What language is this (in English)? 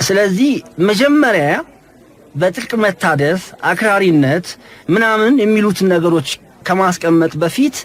Amharic